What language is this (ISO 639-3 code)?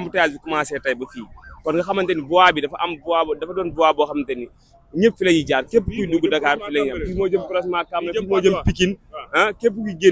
wol